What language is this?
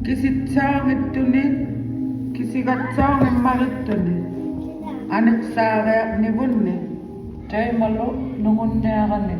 Inuktitut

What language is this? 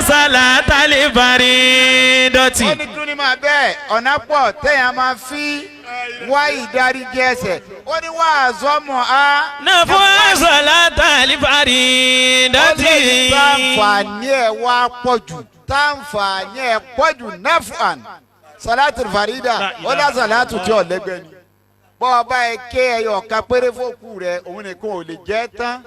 Yoruba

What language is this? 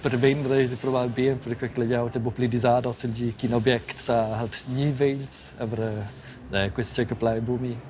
Romansh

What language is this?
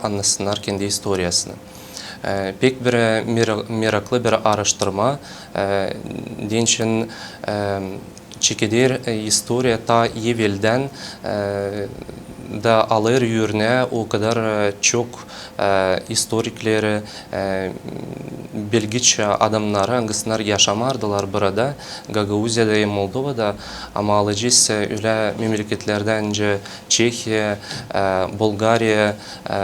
Gagauz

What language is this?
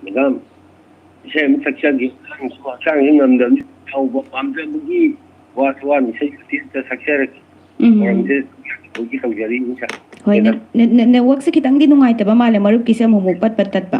Manipuri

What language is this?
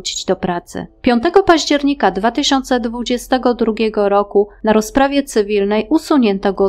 Polish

